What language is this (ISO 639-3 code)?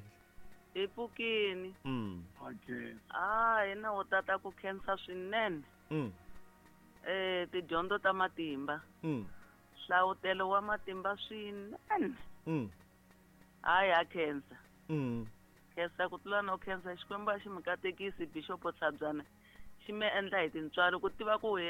tso